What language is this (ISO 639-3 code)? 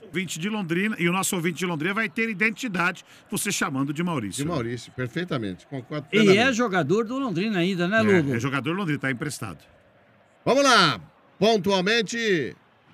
por